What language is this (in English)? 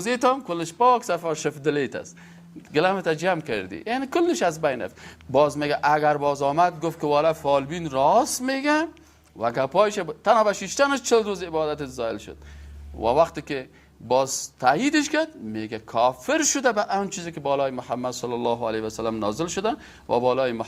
Persian